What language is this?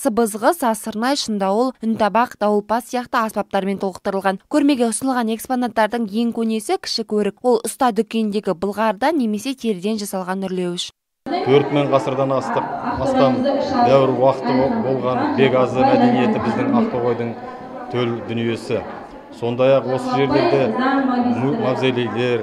Kazakh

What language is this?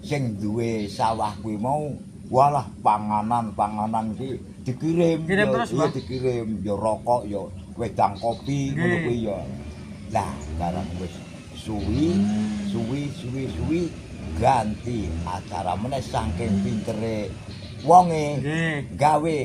Javanese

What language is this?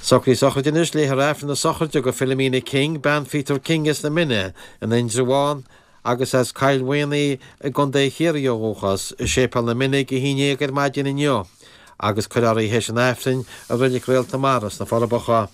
Irish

